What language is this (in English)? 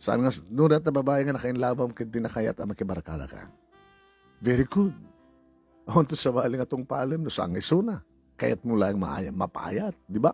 Iloko